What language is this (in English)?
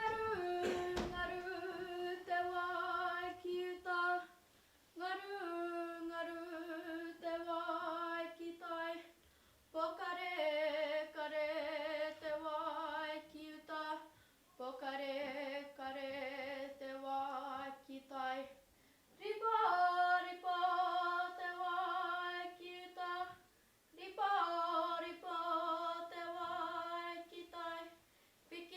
Māori